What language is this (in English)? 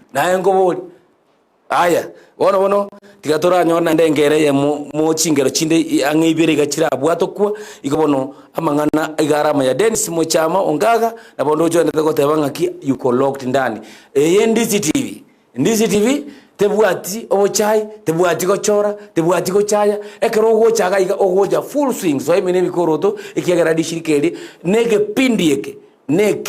Gusii